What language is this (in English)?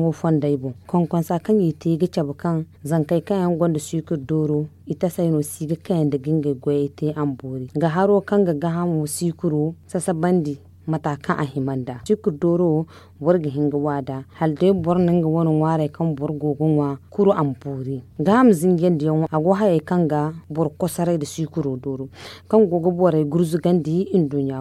Zarma